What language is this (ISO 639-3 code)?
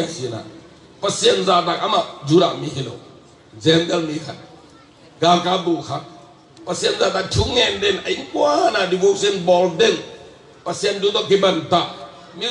ctd